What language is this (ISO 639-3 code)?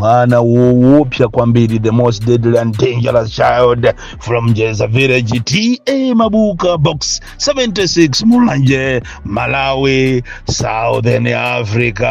nya